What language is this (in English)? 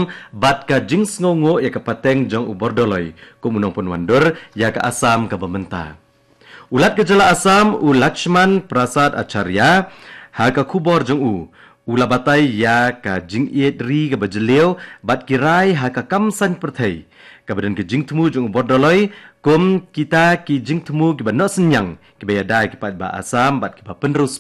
Khasi